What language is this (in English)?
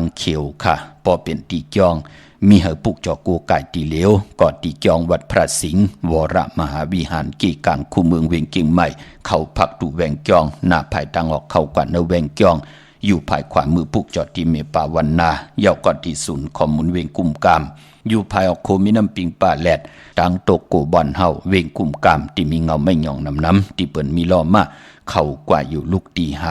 Shan